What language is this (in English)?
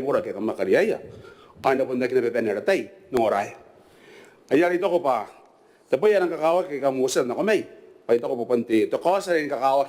Gilbertese